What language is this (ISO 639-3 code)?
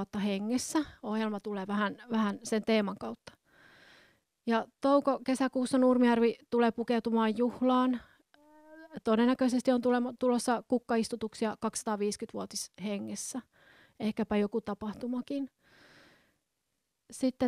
fin